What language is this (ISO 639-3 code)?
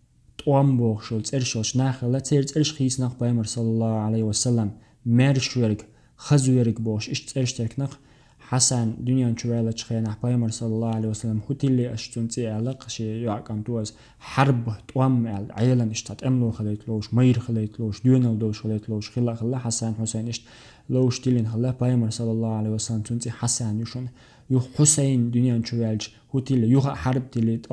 che